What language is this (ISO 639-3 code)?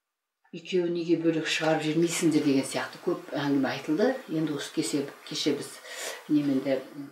kaz